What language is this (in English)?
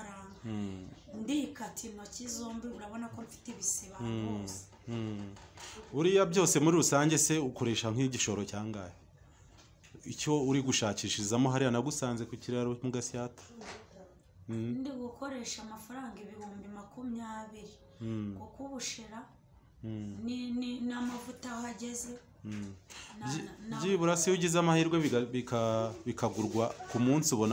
Kinyarwanda